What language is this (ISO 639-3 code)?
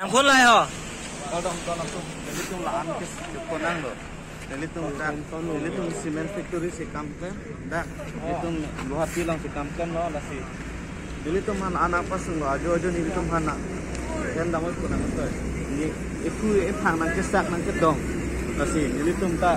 mjw